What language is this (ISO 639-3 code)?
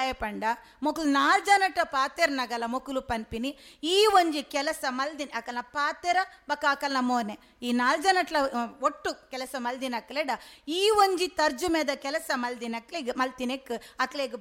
tcy